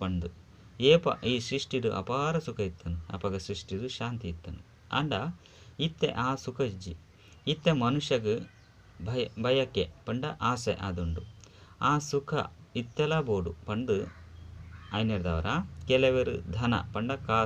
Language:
Tulu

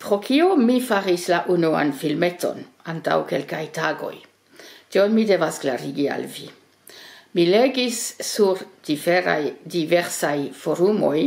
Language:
Esperanto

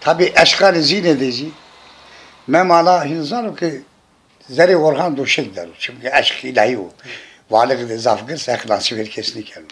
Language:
Zaza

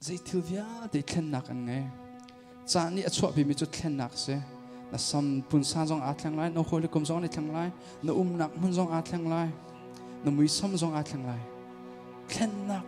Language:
Hakha Chin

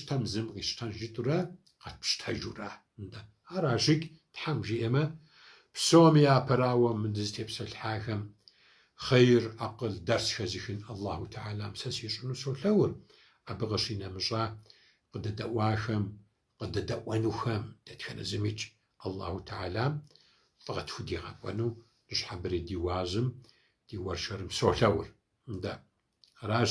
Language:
Kabardian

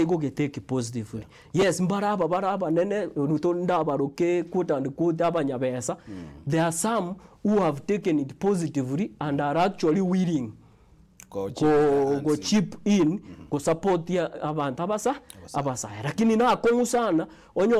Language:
Gusii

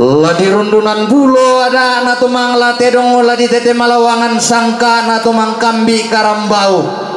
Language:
Toraja-Sa'dan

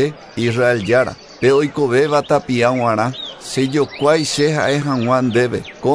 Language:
Guarani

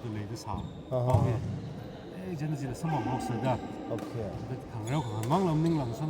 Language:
Tangkhul Naga (India)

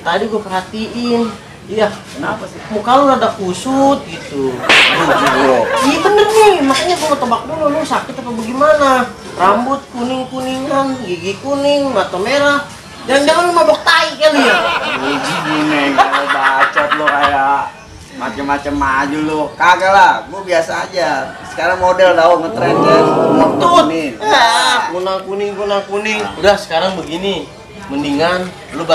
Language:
Betawi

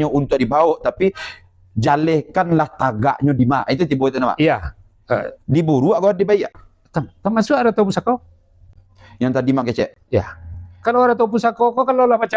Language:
Minangkabau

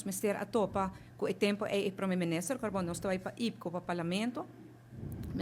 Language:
Papiamento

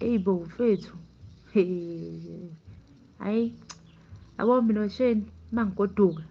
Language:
Zulu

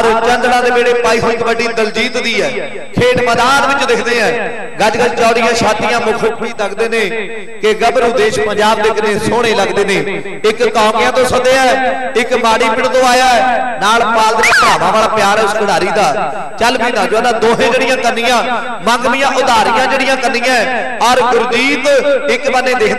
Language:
Punjabi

